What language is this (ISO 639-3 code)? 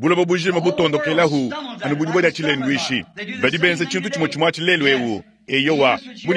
lua